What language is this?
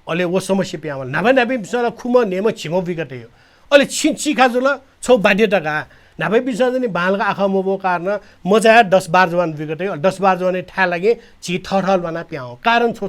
Newari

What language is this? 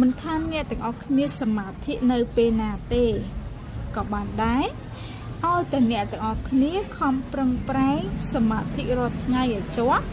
Khmer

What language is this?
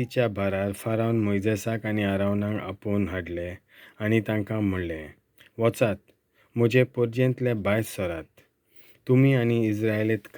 Konkani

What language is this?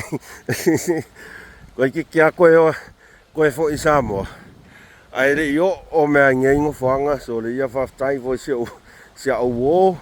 Samoan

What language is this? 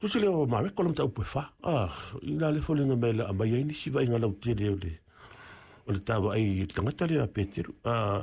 Samoan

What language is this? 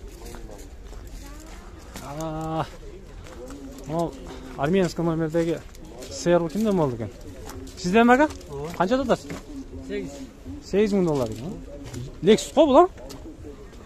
Kyrgyz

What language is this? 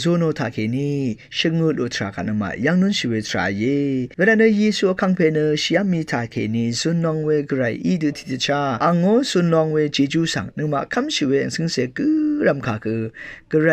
Rawang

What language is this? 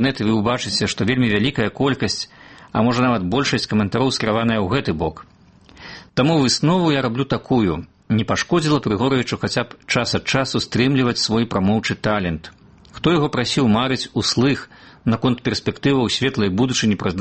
Belarusian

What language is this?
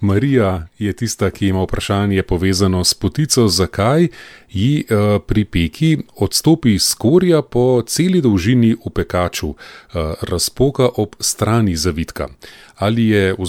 Slovenian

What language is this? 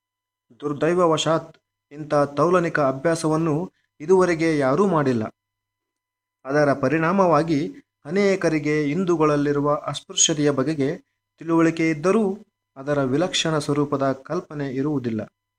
Kannada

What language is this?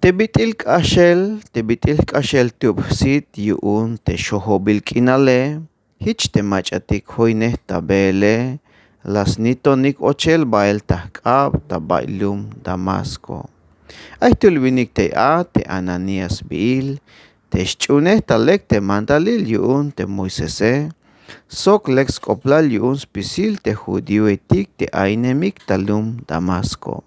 Tzeltal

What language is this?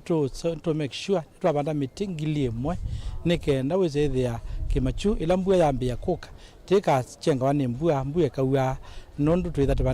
Kamba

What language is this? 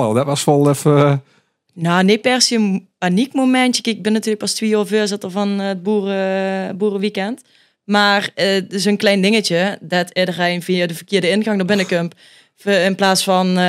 Limburgish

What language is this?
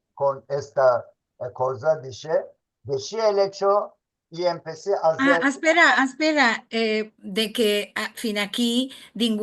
Ladino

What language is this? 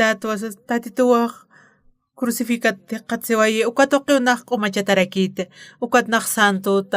Aymara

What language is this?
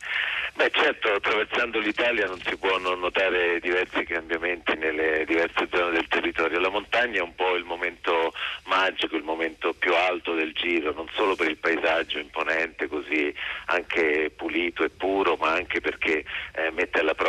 Italian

